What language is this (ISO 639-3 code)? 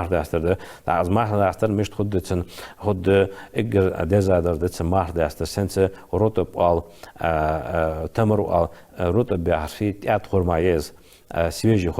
inh